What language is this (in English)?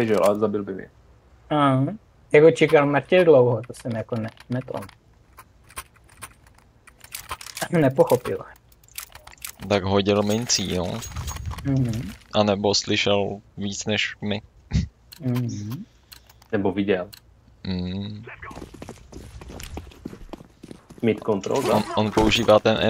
Czech